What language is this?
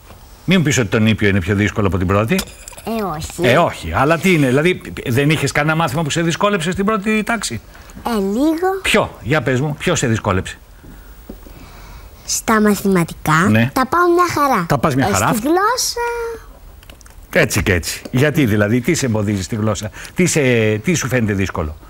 Greek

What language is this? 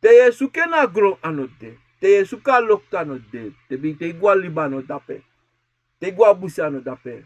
Sranan Tongo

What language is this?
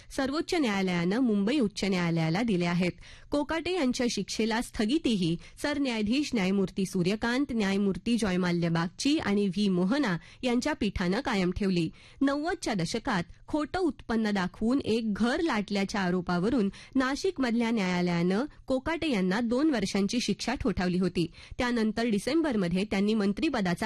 Marathi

